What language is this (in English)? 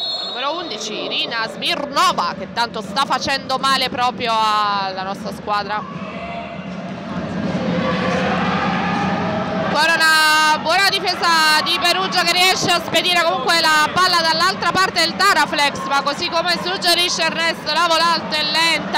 Italian